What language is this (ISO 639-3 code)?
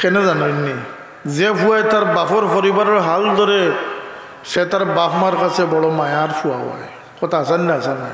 syl